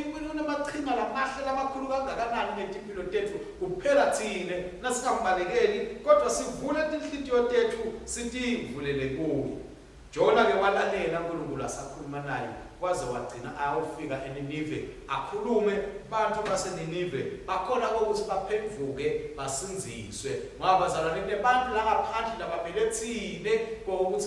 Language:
Swati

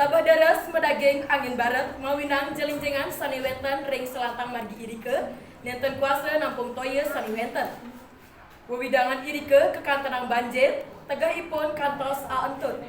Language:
Balinese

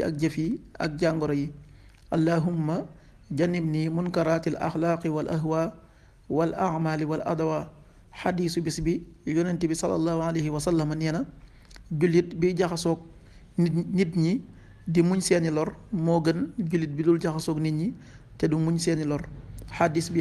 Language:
Wolof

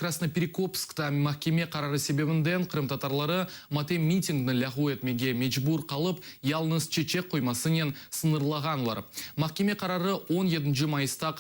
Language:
Crimean Tatar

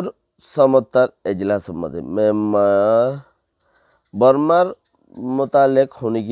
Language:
Rohingya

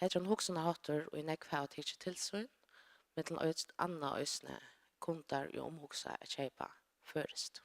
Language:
Faroese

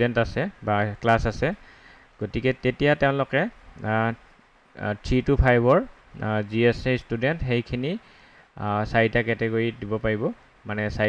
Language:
Assamese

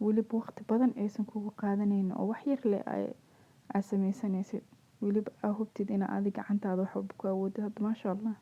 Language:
Somali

